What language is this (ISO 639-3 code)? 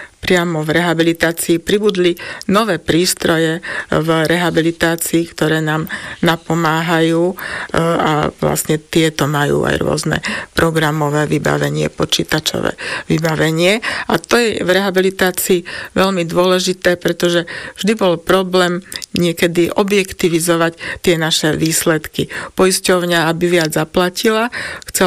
slk